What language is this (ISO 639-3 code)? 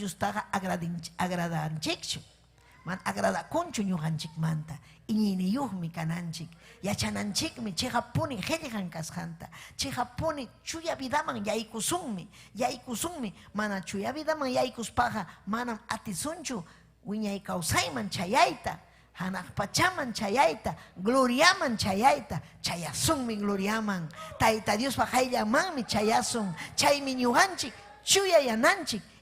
quy